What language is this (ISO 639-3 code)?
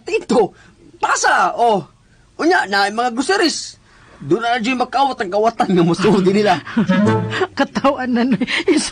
ceb